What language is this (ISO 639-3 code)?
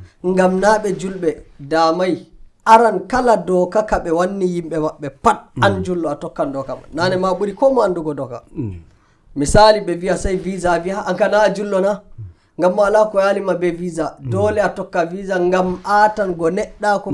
fuv